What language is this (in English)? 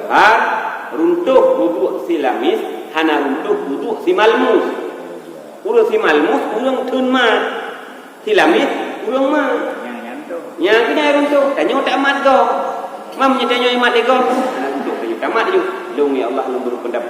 Achinese